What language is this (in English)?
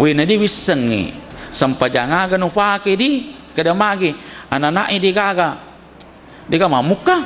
Buginese